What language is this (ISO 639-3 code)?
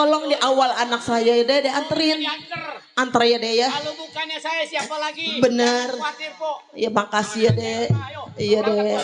bew